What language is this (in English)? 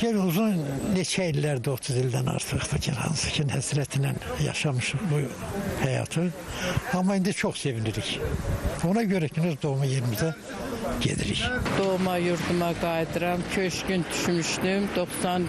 Azerbaijani